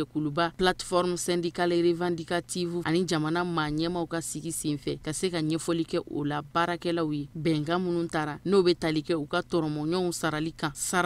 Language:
Bambara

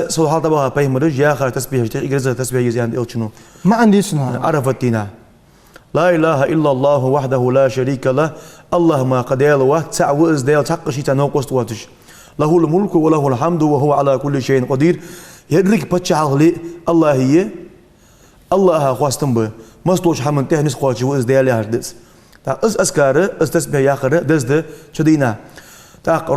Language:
Ingush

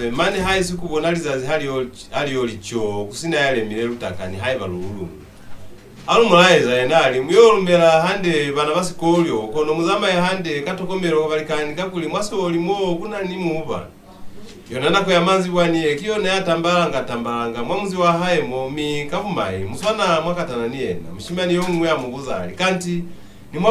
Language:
Lozi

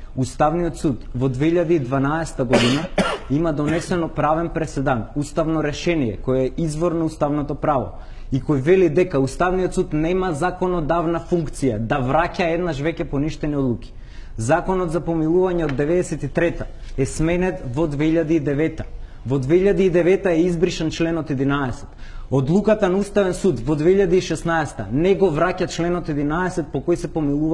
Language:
Macedonian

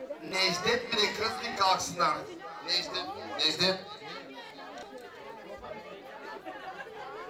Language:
Turkish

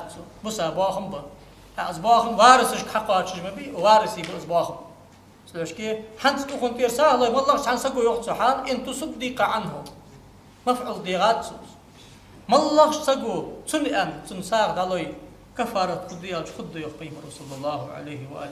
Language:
Ingush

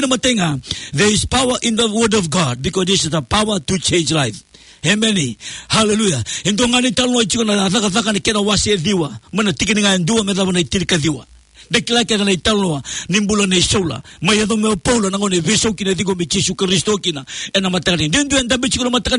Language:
Fijian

